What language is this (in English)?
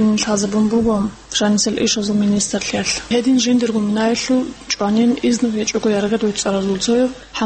Avaric